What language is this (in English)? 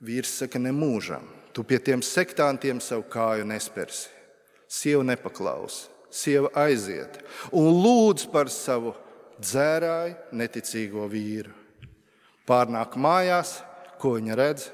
Latvian